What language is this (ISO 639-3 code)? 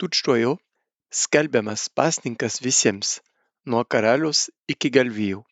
lit